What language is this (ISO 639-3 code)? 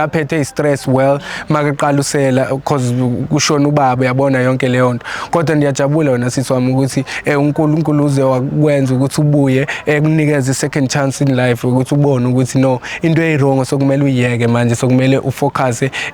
zul